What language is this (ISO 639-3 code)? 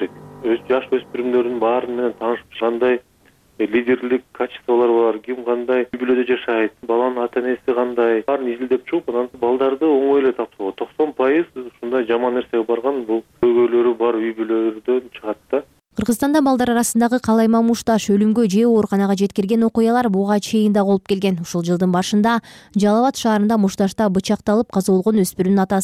kir